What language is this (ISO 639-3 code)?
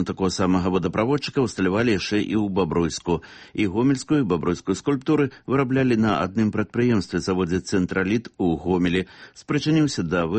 bel